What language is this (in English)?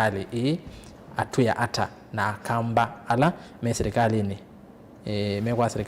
Kamba